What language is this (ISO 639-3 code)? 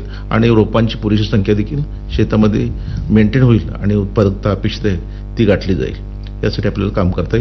mar